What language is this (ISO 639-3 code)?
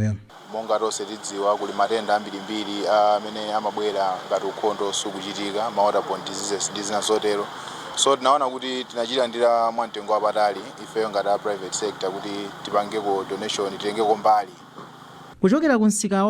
nya